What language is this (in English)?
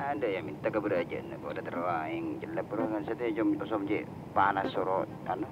Madurese